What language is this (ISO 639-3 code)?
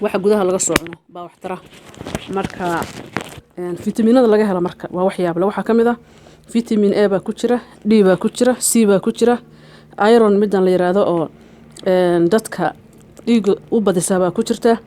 som